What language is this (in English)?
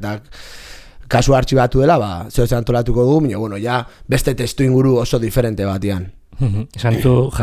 Basque